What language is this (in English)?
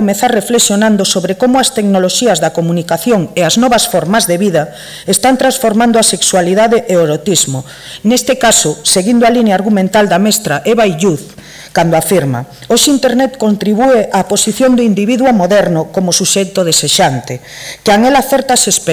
Galician